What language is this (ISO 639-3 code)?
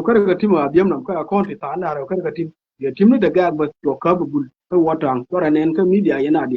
nus